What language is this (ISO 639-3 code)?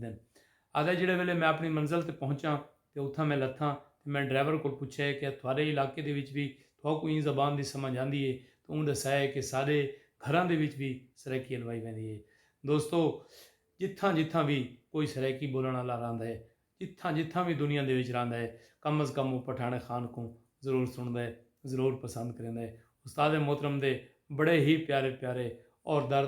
skr